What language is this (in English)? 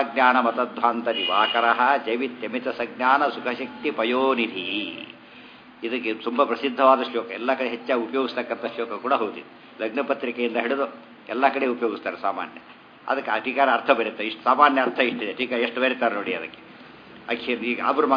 Kannada